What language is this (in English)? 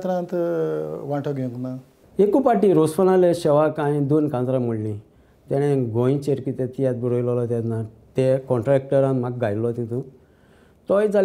Konkani